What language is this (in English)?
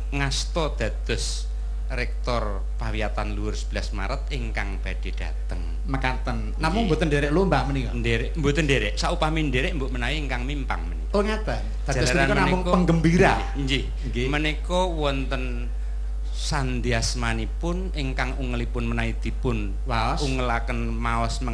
Javanese